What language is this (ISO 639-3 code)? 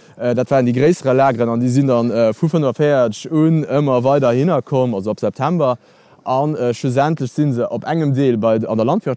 ltz